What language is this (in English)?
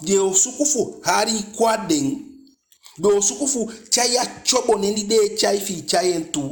Eastern Maroon Creole